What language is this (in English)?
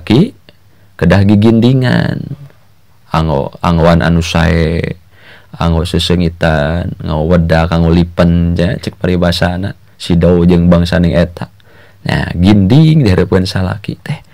Sundanese